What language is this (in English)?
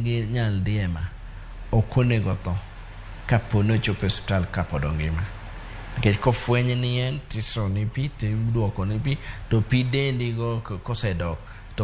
Luo (Kenya and Tanzania)